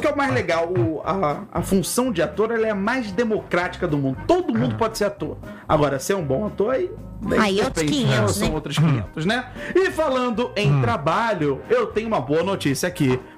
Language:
Portuguese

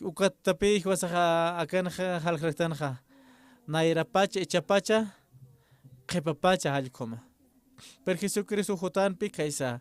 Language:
Aymara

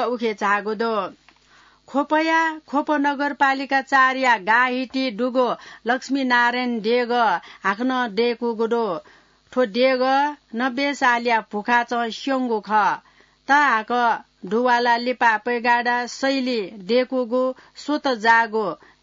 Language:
Newari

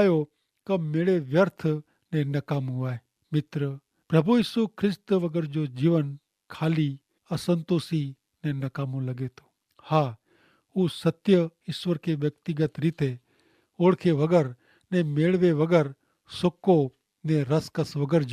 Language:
Kachhi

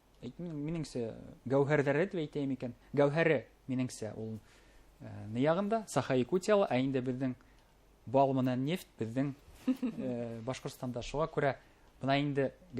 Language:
Bashkir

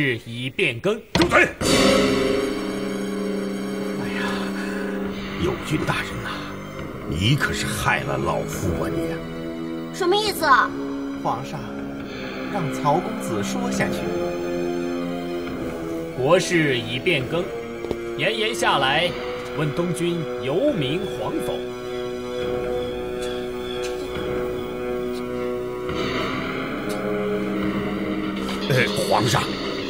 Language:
Chinese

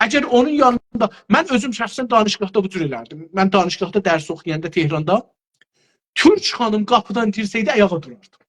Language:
South Azerbaijani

